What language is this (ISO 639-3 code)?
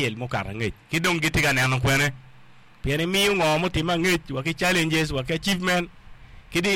ach